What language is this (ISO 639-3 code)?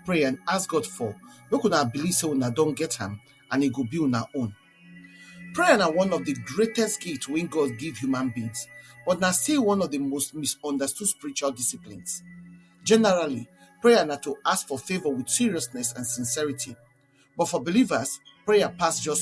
pcm